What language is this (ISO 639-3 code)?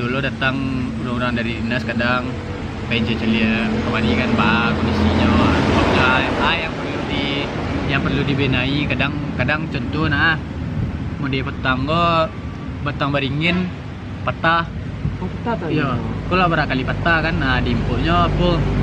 min